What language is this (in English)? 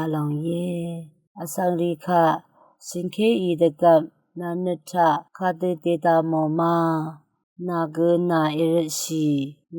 Rawang